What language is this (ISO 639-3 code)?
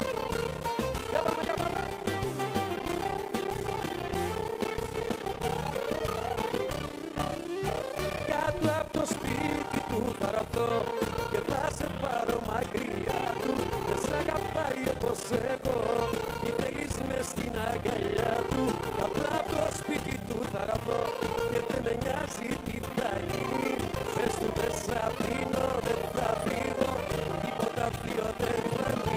ell